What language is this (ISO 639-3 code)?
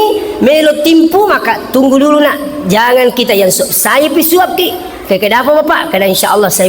bug